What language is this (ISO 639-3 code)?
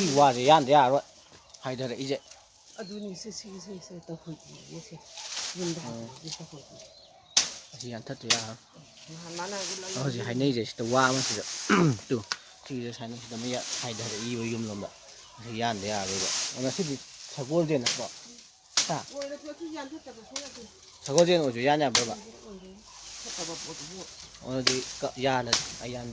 mni